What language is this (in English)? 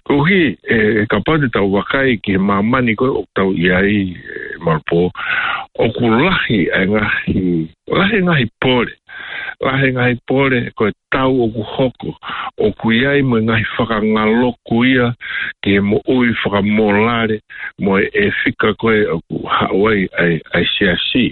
Tongan